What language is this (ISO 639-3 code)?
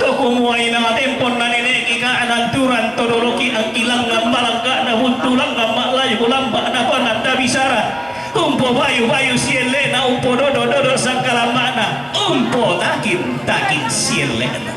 sda